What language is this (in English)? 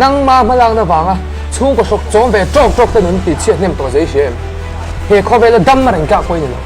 Mizo